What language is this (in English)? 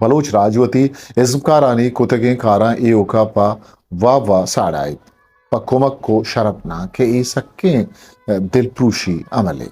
Eastern Balochi